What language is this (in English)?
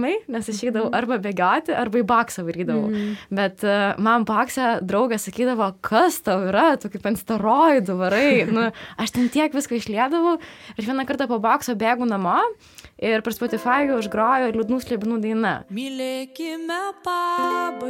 Lithuanian